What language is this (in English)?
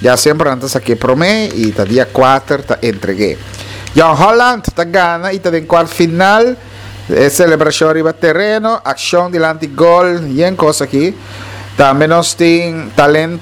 Papiamento